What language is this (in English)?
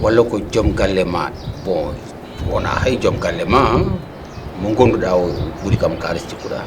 Fula